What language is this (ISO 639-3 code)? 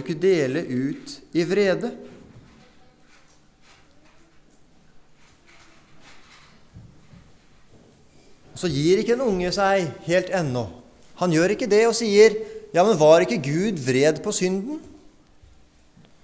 nor